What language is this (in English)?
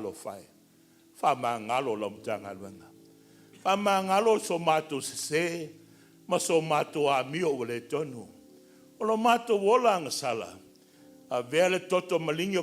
Samoan